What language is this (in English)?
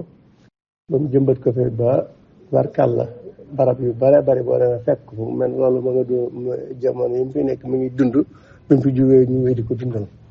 Wolof